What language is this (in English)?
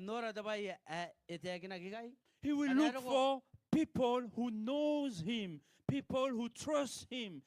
Gilbertese